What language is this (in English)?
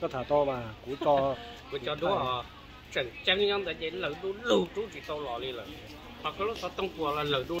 Hmong